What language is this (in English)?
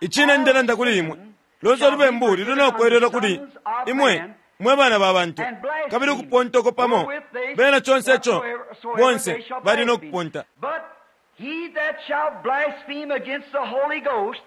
Bemba